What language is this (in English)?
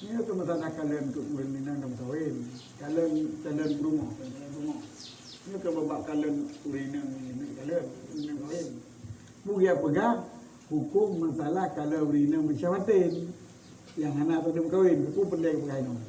Achinese